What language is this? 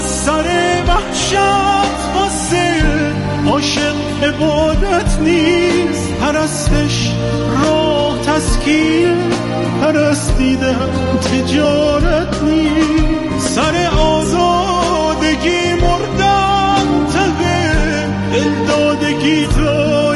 Persian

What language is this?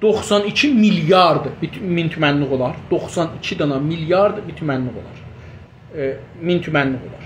South Azerbaijani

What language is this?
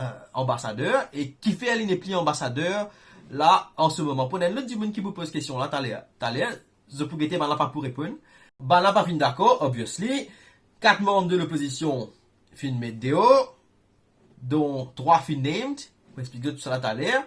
Morisyen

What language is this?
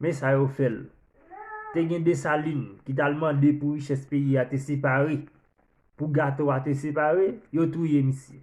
Haitian Creole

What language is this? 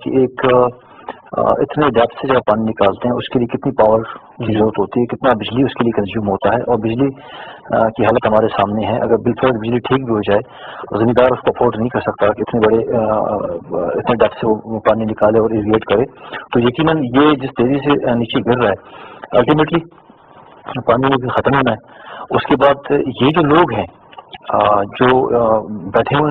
Urdu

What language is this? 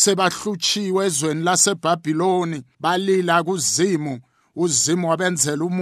South Ndebele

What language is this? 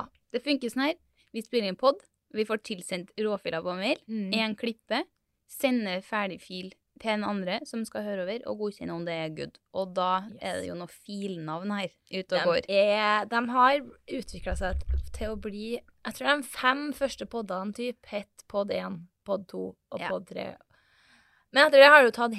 Norwegian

